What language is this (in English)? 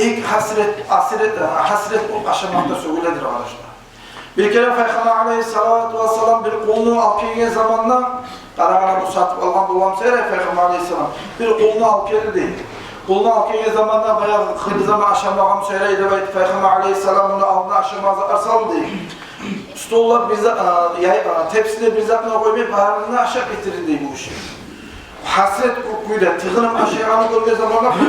Kumyk